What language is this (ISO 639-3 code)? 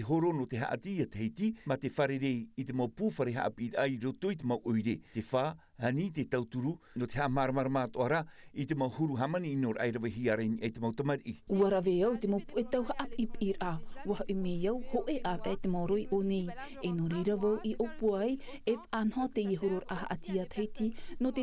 tah